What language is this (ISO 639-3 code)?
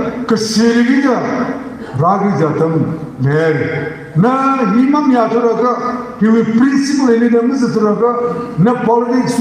nmf